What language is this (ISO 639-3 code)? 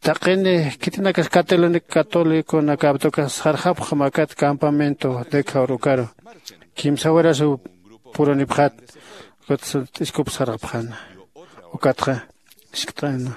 aym